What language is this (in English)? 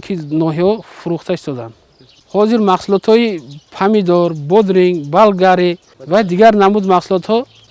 Tajik